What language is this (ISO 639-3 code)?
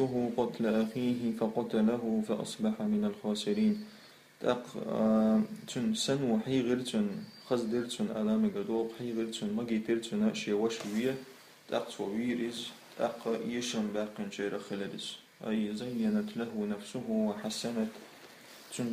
che